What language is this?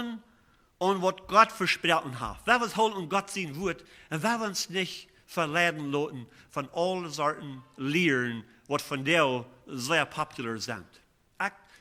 Plautdietsch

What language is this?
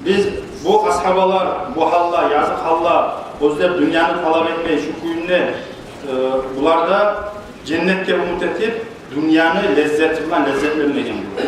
Kumyk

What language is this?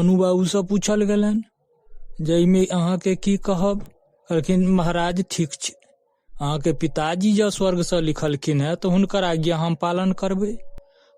Maithili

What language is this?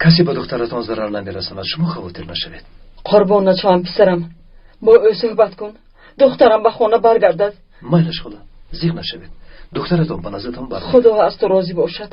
Tajik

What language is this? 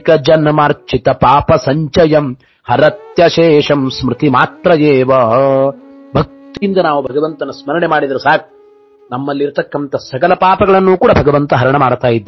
Kannada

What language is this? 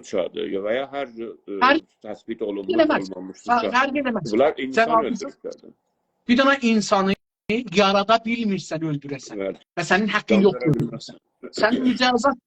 South Azerbaijani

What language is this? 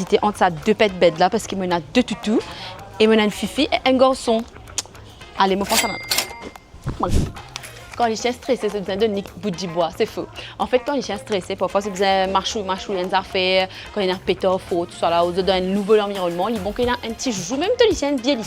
Morisyen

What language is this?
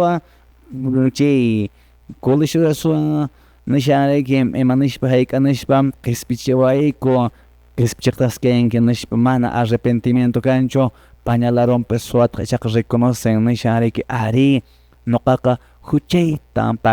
Quechua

